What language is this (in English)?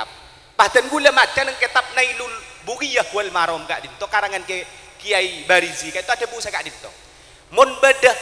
Madurese